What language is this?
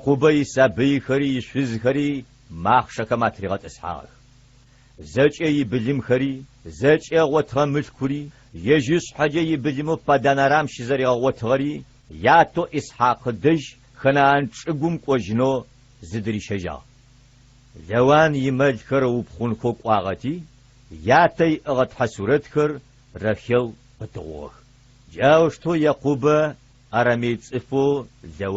Adyghe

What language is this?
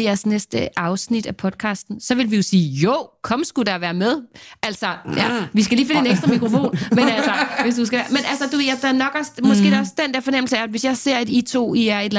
Danish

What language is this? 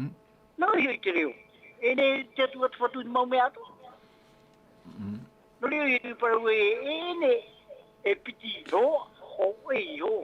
Tahitian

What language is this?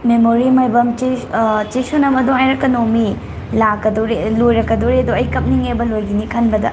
Manipuri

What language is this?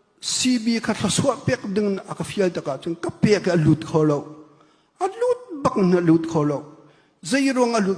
Hakha Chin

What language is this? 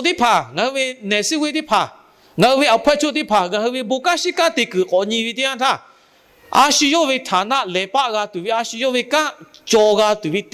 Lahu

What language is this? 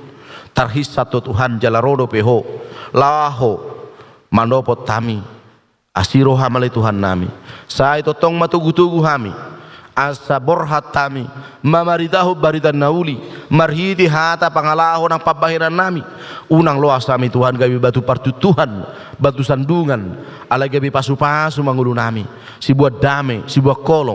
Batak Toba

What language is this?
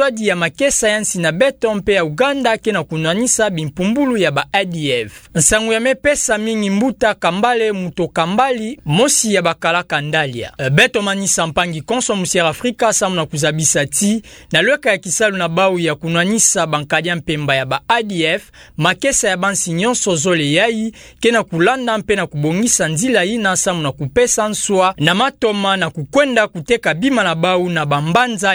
Kituba (Democratic Republic of Congo)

